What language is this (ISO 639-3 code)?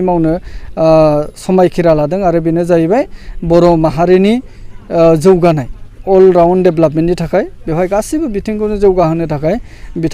brx